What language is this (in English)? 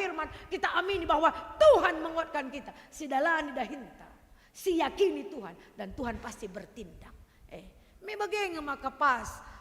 Batak Karo